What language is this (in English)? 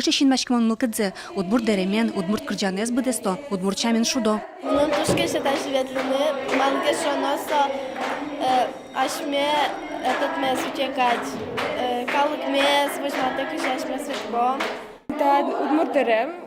Udmurt